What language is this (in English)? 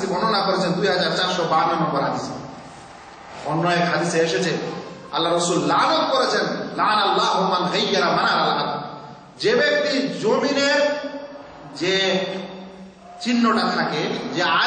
Bangla